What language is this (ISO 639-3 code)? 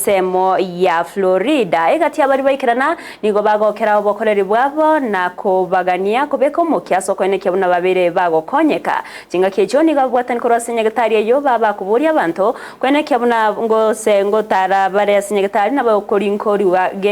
guz